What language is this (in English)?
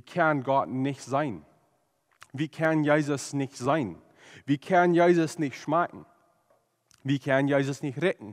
Plautdietsch